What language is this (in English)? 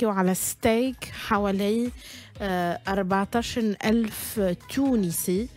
Tunisian Arabic